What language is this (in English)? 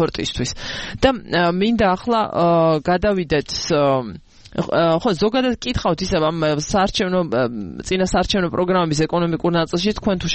Georgian